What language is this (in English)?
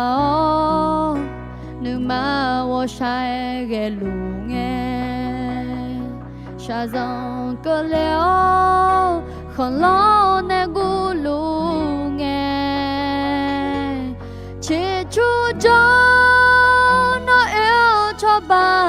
Akha